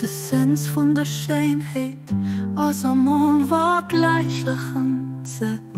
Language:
Luxembourgish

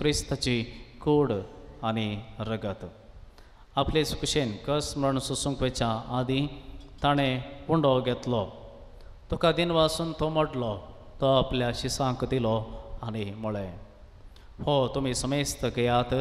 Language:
Konkani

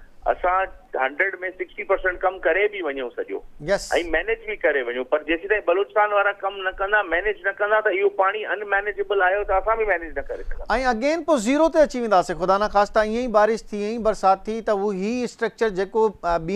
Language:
Sindhi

